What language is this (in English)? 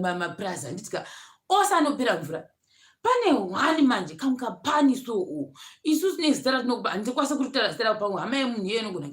Shona